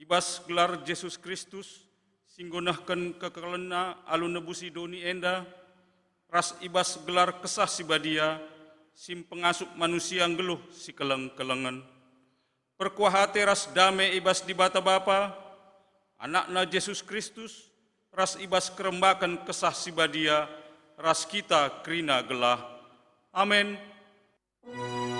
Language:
Batak Karo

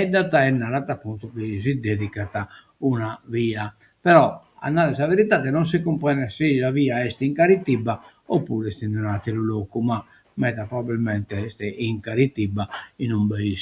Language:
Sardinian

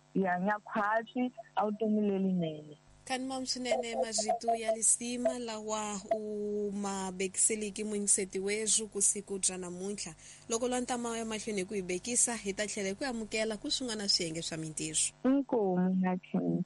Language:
Tsonga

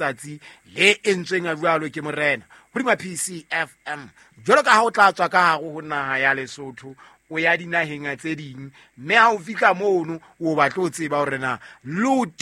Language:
Southern Sotho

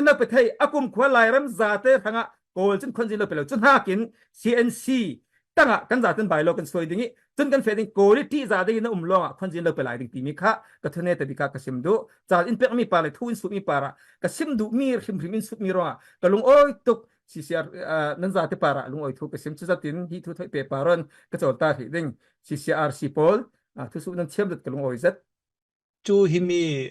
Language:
Falam Chin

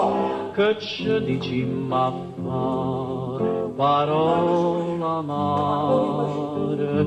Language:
Neapolitan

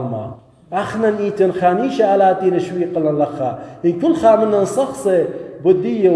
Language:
Assyrian Neo-Aramaic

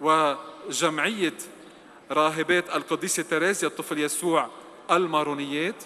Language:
North Levantine Arabic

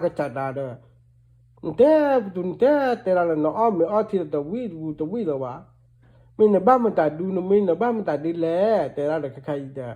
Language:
S'gaw Karen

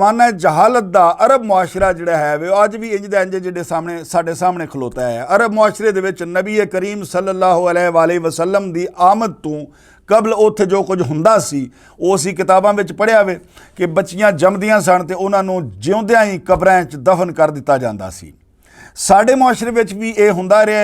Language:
Western Panjabi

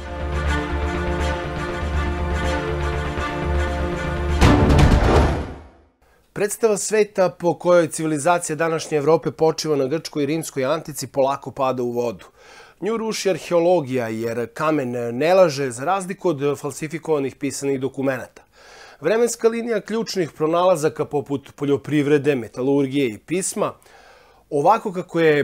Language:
Serbian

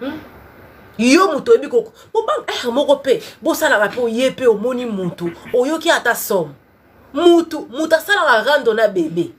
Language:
Lingala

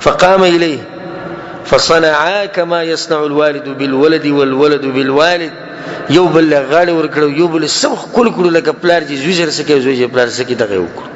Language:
Pashto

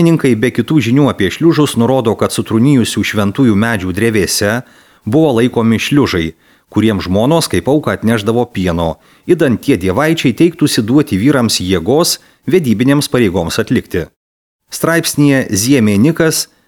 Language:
Lithuanian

